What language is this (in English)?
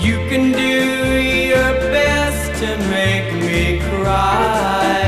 Bikol